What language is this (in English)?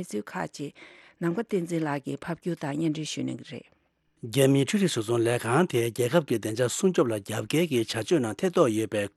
Tibetan